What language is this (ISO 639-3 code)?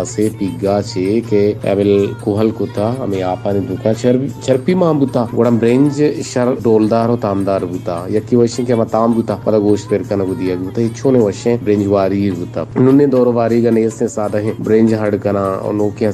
bal